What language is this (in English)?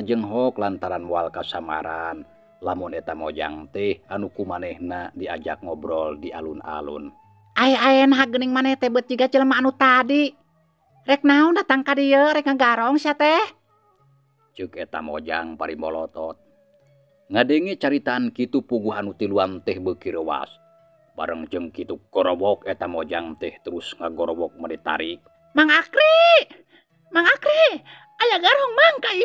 Sundanese